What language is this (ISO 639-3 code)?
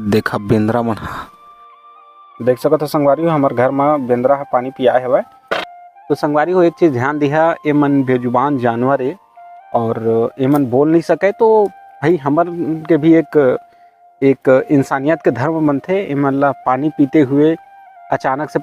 hne